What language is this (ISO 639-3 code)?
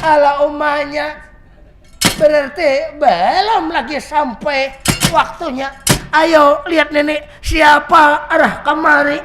bjn